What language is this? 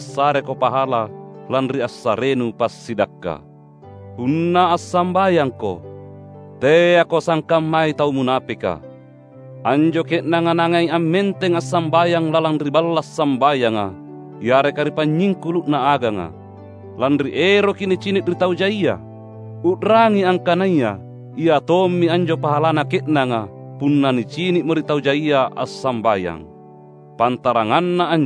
Makasar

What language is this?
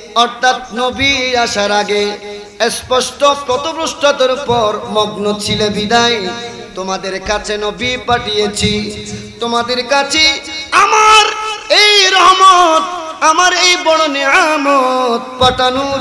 Bangla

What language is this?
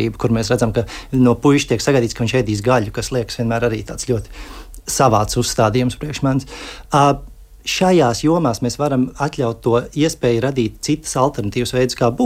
Latvian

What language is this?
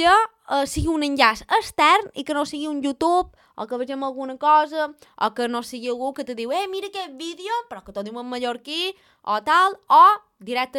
Catalan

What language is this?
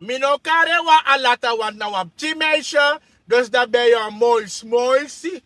Sranan Tongo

